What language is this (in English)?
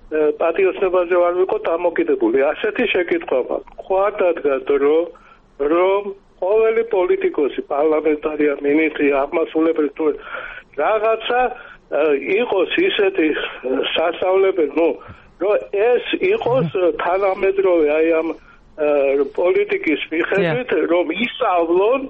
Georgian